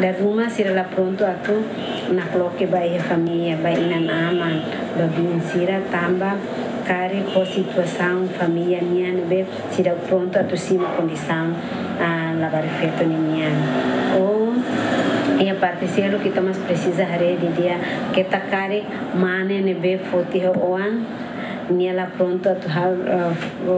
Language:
Tetum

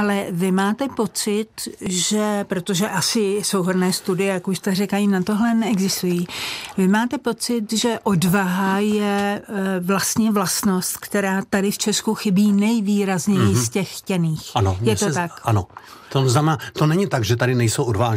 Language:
Czech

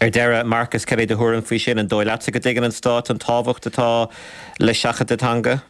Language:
Irish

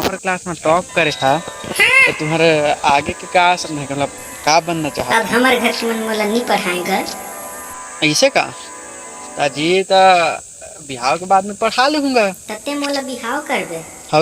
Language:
Chhattisgarhi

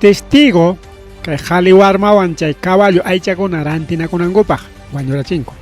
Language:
Ayacucho Quechua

